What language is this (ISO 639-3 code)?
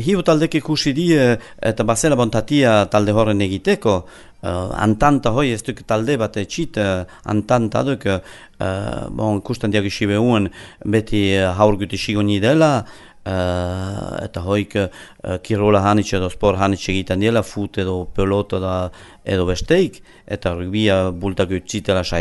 eus